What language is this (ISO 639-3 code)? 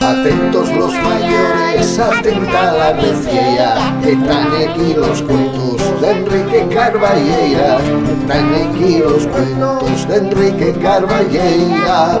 ast